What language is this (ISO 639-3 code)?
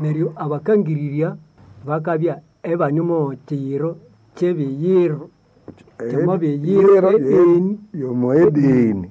nnb